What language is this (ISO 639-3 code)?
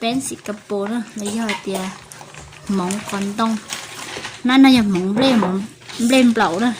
hmn